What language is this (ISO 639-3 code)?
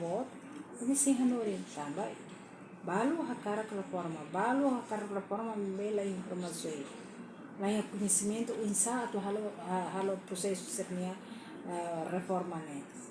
tet